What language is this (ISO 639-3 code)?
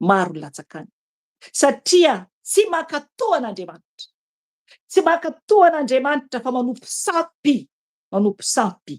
mlg